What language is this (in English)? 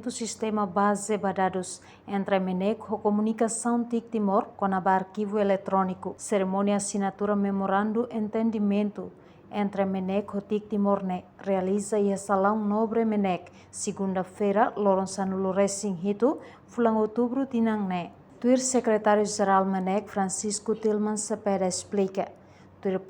Tetum